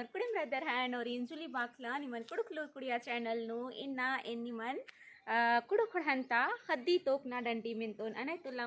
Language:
Kurukh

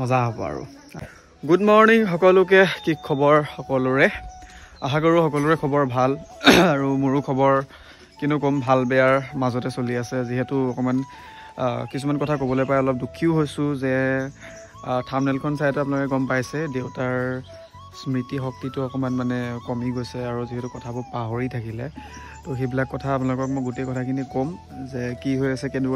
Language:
Assamese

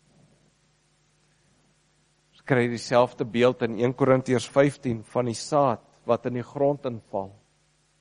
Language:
Afrikaans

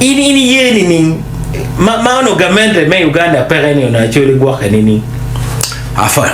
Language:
Acoli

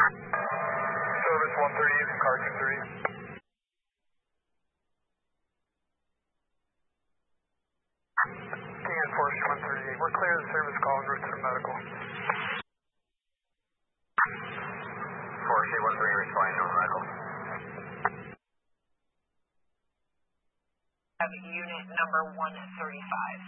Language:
English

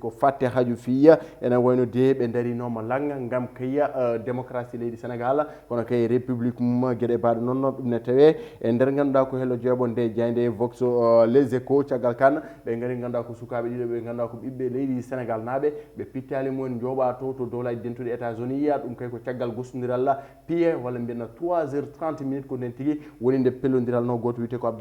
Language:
Fula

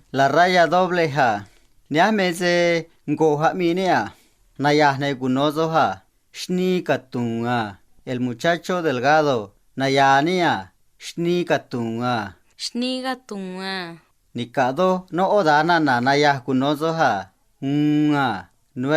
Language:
Copala Triqui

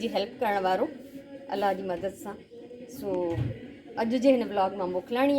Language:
Sindhi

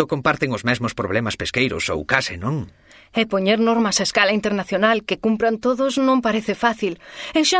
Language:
Galician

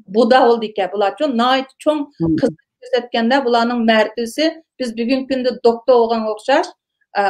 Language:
Uyghur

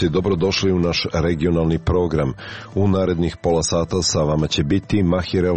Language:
Serbian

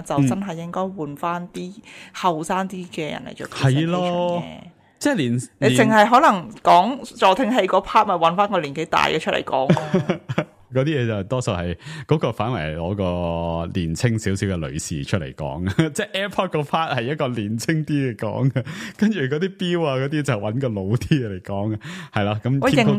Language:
Cantonese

